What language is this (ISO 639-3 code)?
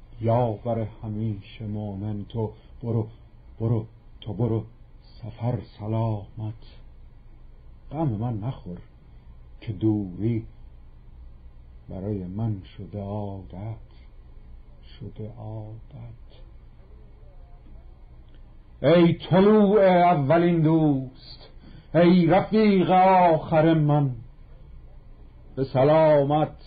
fas